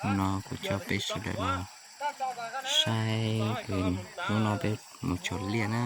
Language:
Hmong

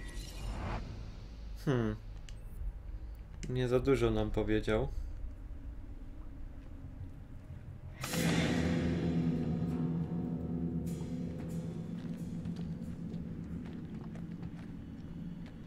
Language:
Polish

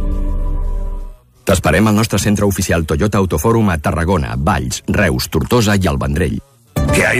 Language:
Catalan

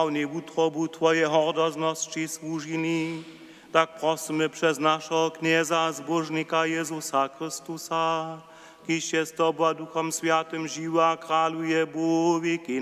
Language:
Upper Sorbian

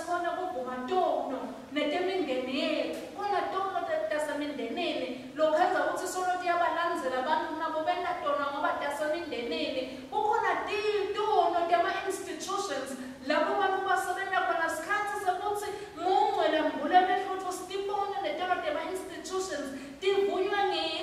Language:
Swati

